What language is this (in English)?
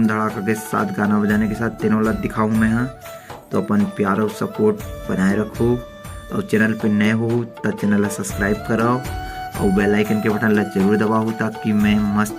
Chhattisgarhi